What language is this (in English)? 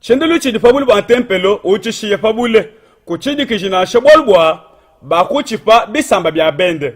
Luba-Lulua